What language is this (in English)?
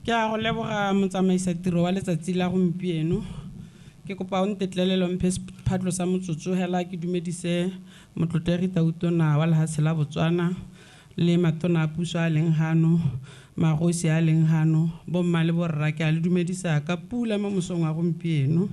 Tswana